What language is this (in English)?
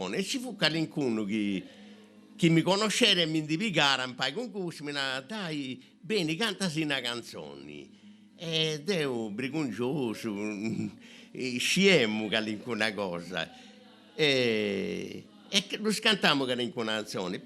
Sardinian